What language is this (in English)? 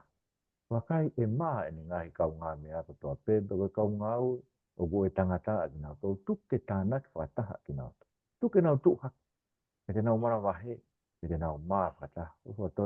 Tongan